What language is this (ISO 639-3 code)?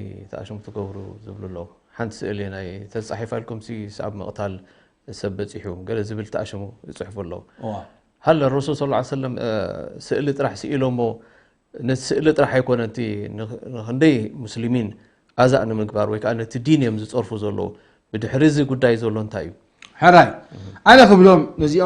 tir